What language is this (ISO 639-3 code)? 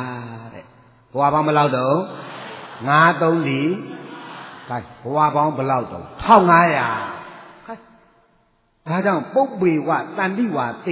mya